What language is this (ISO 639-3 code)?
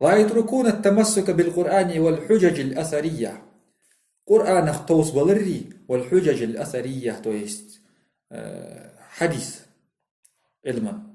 inh